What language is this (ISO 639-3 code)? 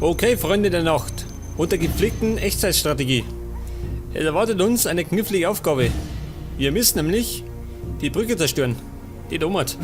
bar